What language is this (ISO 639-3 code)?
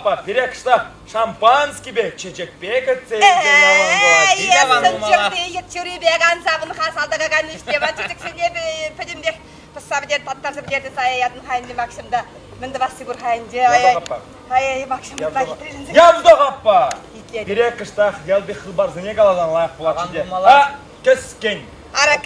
chv